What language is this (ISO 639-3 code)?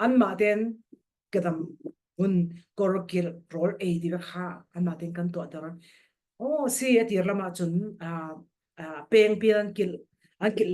cfm